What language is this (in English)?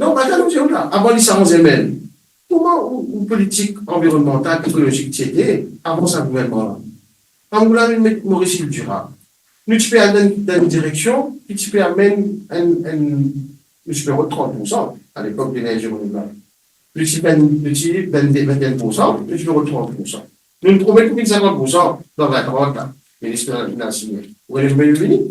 Morisyen